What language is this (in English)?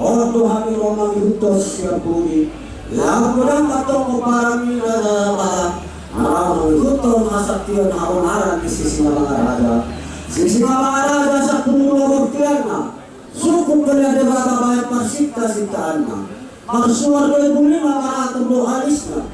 Batak Toba